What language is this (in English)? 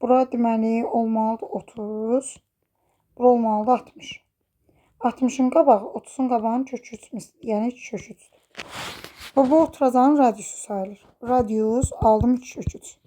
Azerbaijani